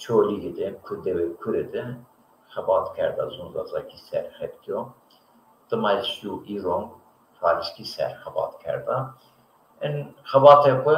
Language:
Zaza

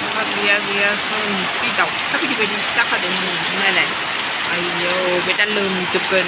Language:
Bodo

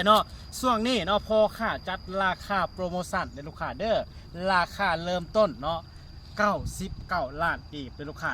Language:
Lao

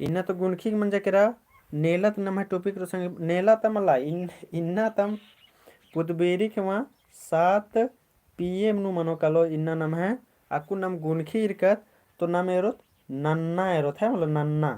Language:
Kurukh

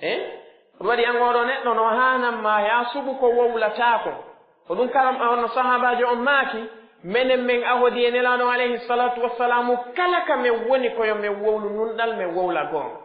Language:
Pular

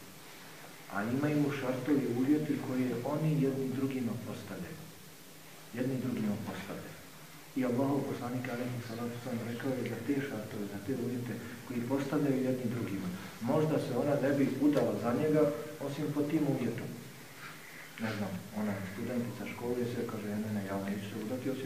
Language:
Bosnian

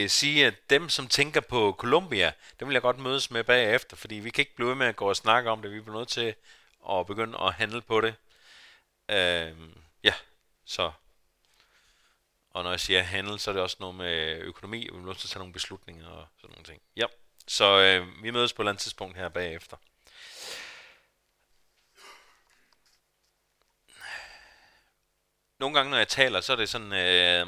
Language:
Danish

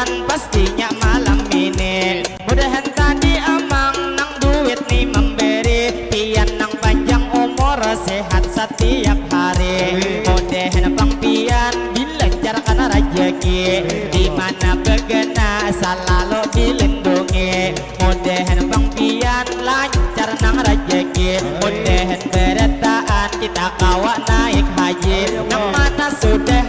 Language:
Banjar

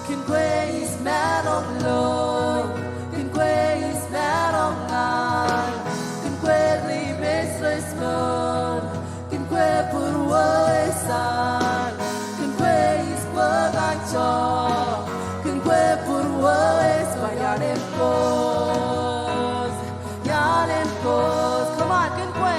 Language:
Marshallese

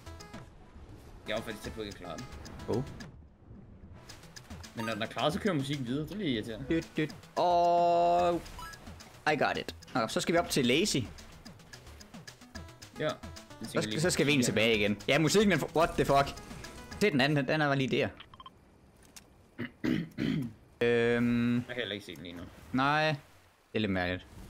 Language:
Danish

